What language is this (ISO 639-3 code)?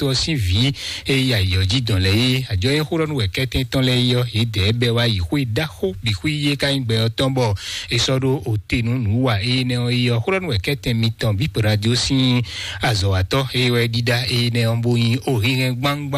fon